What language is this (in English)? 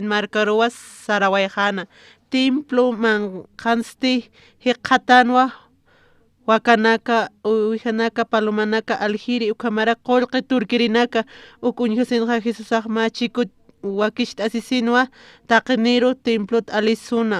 Aymara